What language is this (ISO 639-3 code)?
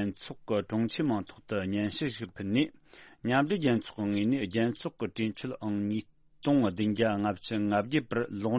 bod